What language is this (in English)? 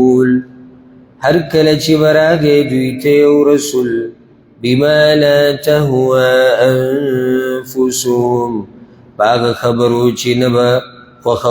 Pashto